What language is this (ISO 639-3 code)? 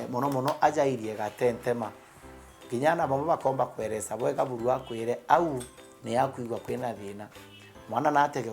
mer